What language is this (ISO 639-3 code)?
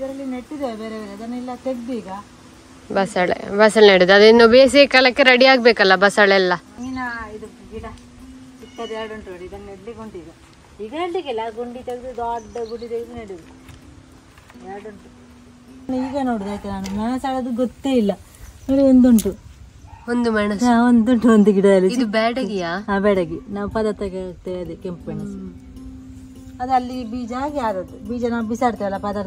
kan